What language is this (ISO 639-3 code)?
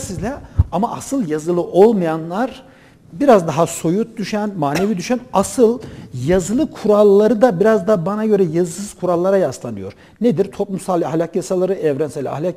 tur